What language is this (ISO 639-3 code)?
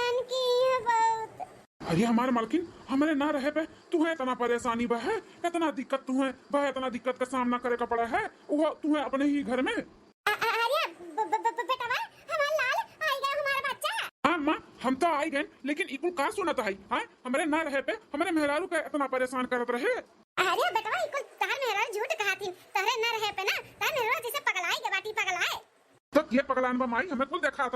awa